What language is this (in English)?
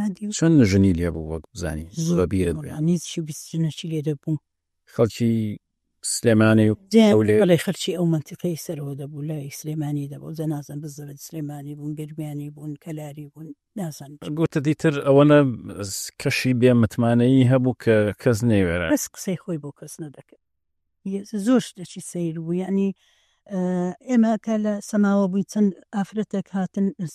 Central Kurdish